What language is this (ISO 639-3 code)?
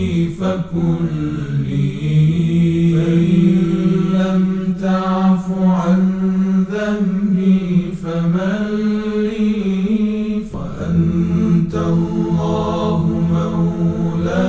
ara